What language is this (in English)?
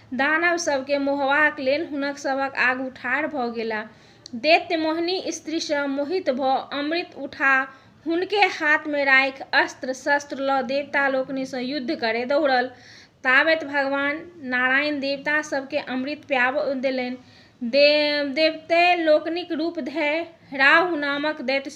Maithili